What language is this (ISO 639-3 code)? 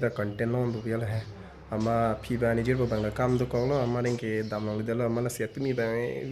mjw